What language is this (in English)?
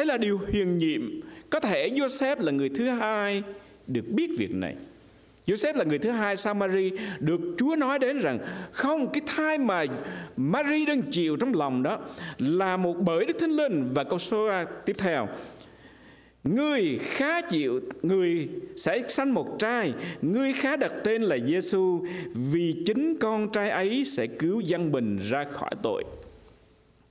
Vietnamese